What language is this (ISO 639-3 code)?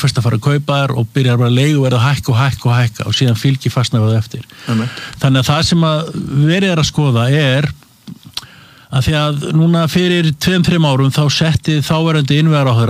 isl